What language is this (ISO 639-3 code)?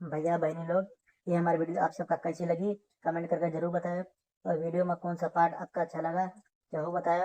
awa